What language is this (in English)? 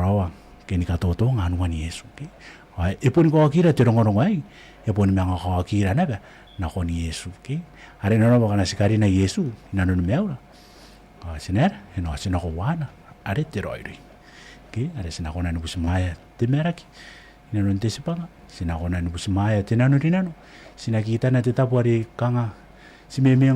Gilbertese